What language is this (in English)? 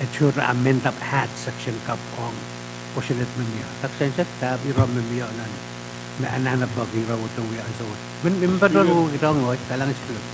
Pohnpeian